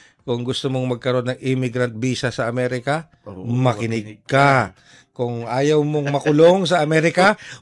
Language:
Filipino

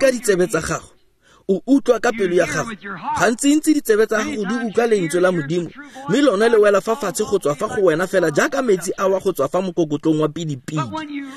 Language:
Tswana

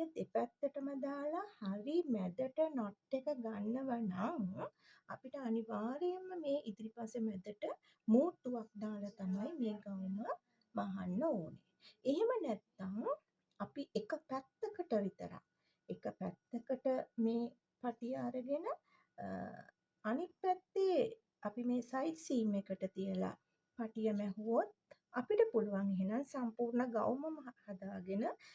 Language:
Sinhala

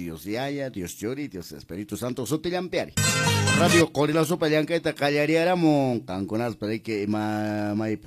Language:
Quechua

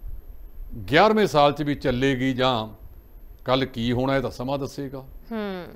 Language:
Punjabi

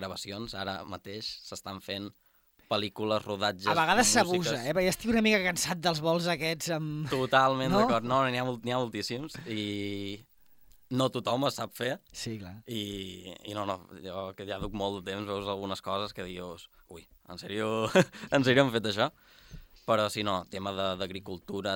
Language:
Catalan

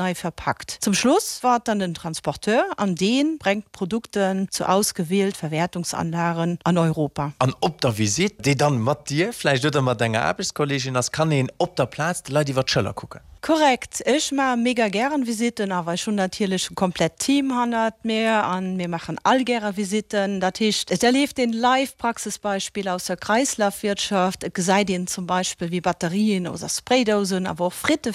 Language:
Luxembourgish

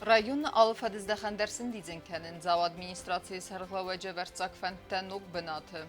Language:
Ossetic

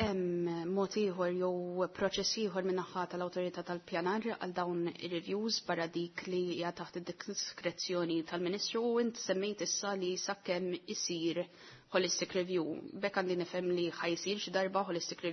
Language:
Maltese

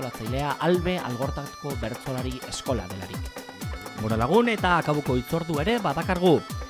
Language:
Basque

